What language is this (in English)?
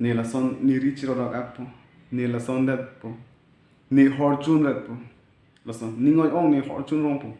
Karbi